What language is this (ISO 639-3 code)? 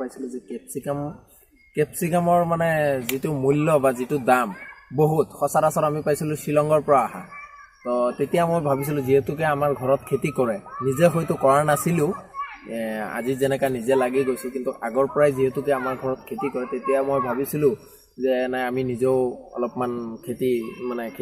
asm